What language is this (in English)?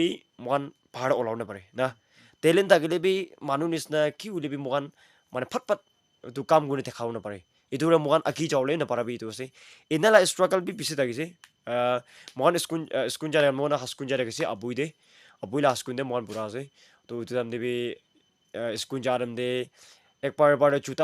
Naga Pidgin